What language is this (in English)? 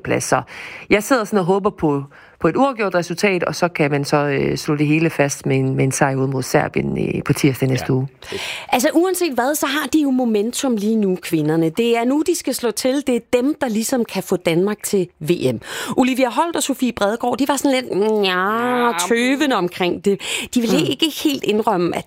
Danish